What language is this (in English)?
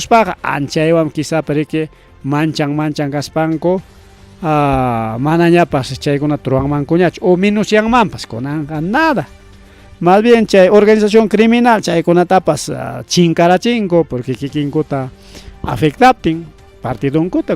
Ayacucho Quechua